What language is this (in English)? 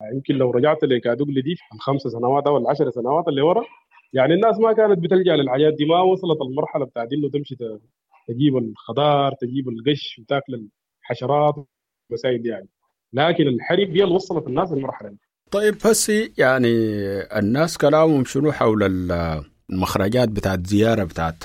Sudanese Arabic